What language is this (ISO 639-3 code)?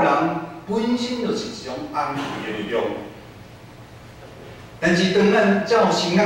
nan